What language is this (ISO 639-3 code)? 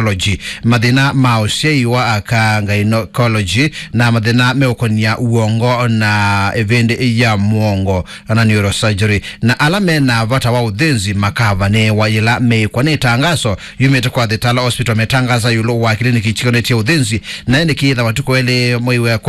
kam